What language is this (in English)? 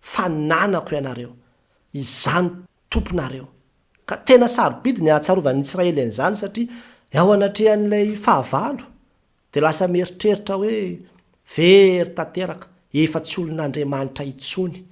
Malagasy